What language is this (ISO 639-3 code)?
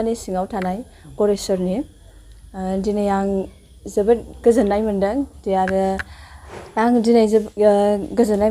brx